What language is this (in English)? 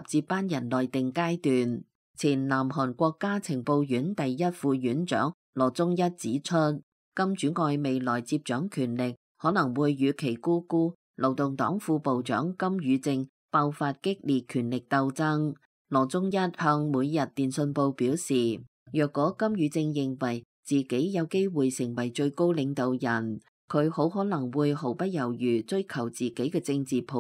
Cantonese